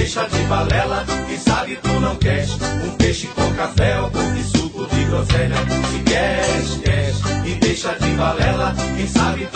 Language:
Portuguese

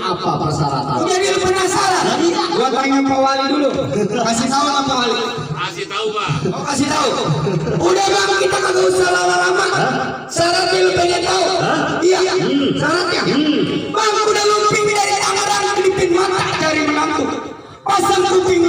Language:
Betawi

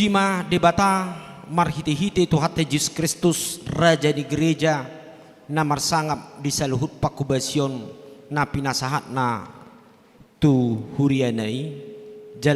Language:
Batak Toba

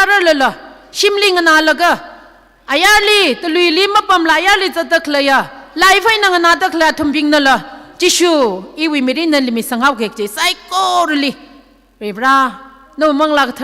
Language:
Tangkhul Naga (India)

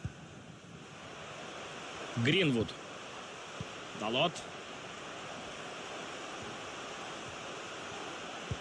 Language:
Russian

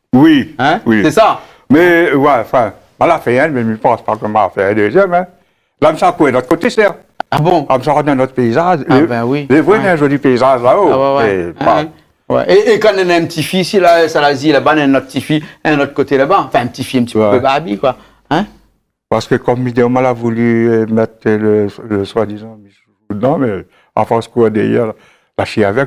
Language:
Réunion Creole French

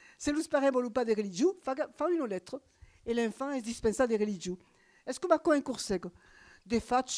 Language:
Occitan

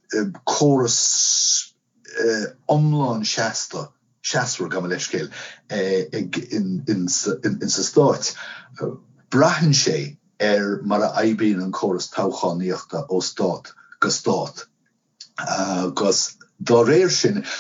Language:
Irish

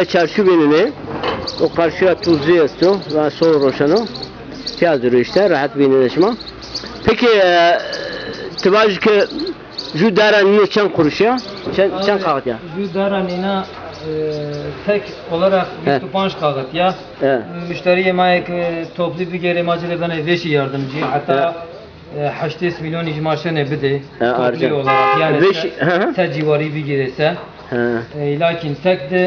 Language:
Zaza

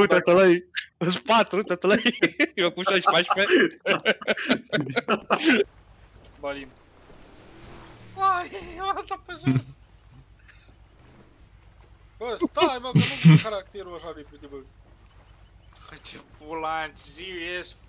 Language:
Romanian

